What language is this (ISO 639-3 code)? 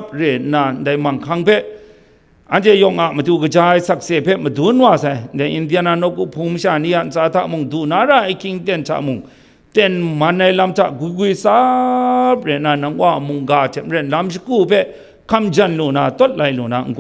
kac